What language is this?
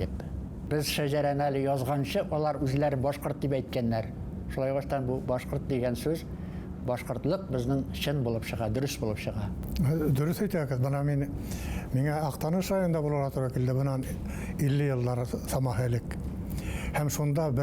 Bashkir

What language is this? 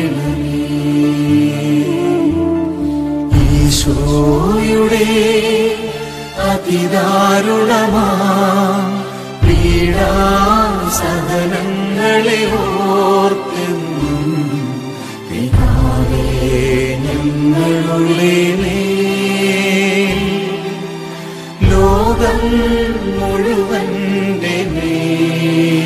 Malayalam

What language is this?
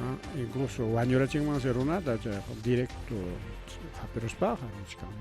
Ayacucho Quechua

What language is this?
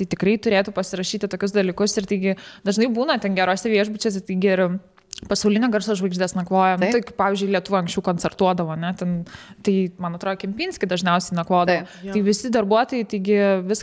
Lithuanian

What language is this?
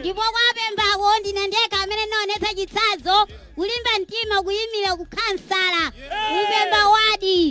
Nyanja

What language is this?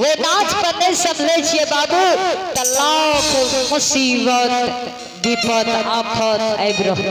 Maithili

